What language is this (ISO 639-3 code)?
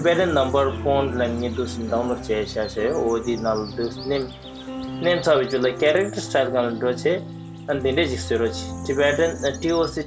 bod